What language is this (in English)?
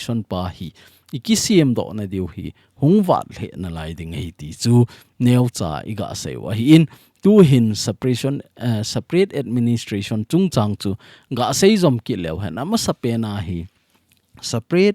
Thado Chin